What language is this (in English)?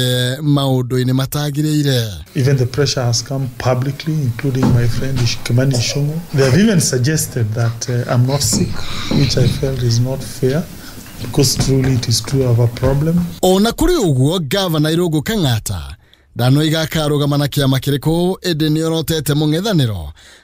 Kikuyu